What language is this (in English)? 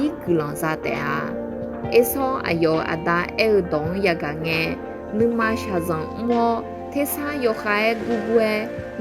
Akha